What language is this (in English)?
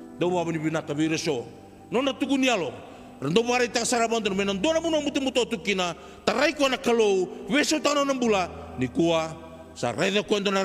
Fijian